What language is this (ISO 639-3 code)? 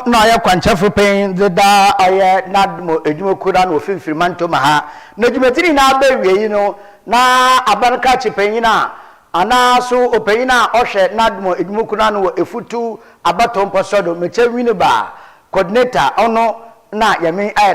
aka